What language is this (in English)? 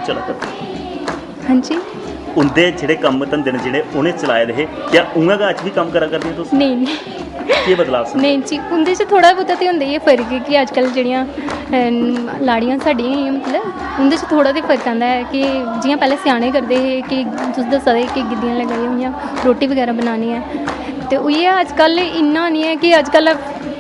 Dogri